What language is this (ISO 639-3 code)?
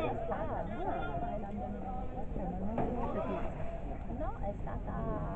ita